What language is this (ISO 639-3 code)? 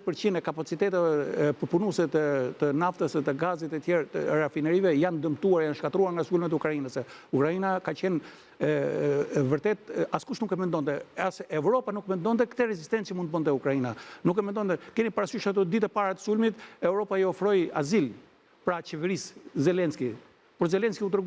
sqi